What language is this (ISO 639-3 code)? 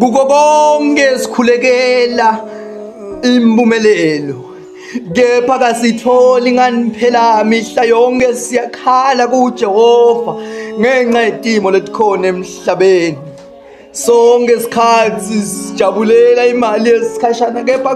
ssw